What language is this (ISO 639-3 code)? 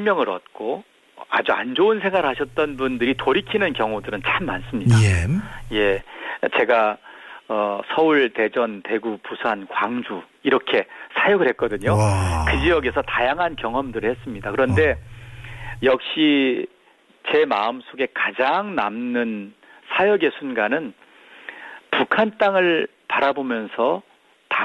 kor